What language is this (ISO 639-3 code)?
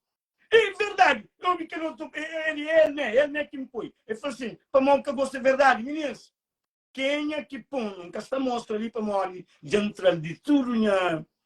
kea